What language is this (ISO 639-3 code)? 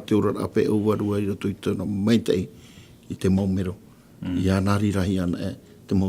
tah